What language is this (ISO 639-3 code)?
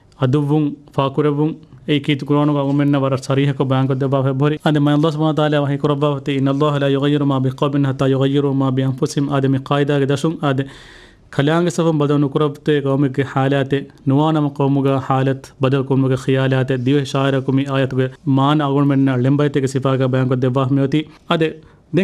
div